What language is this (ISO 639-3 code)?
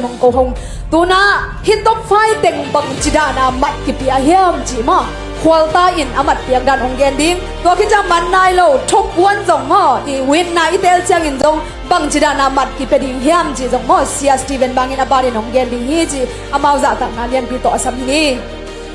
ctd